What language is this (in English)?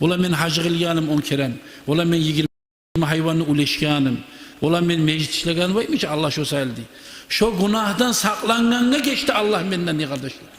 Kumyk